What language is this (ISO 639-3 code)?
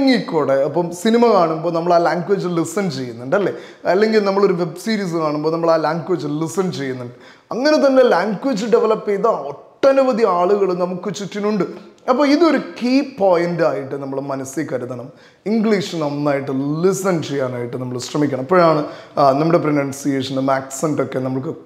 mal